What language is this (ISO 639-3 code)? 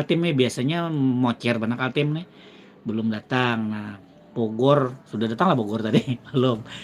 bjn